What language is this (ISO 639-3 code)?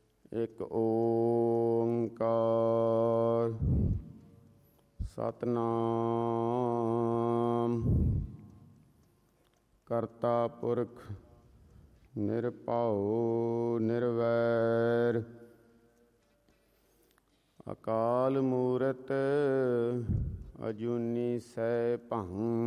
pan